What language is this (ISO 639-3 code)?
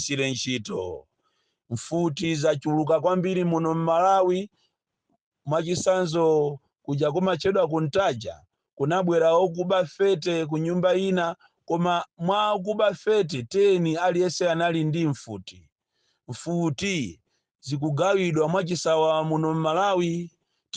nya